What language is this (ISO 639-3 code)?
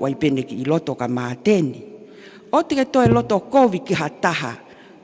ton